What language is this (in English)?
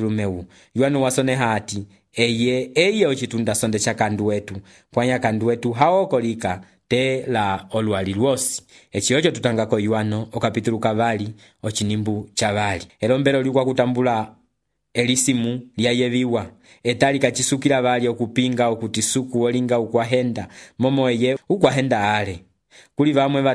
Umbundu